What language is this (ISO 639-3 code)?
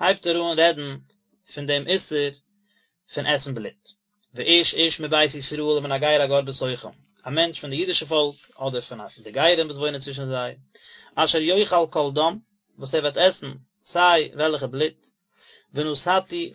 yid